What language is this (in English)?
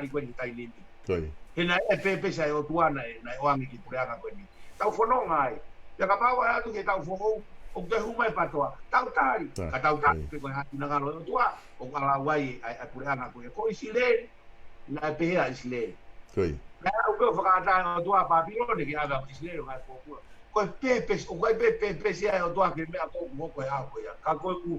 Tongan